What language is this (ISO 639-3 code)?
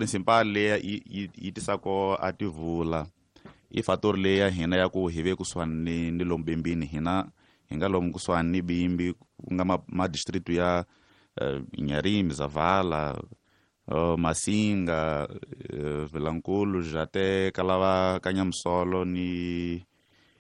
tso